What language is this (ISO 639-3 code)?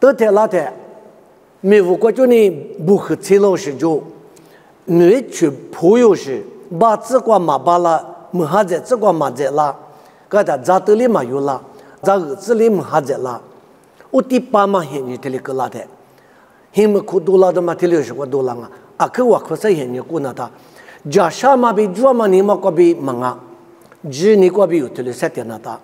lis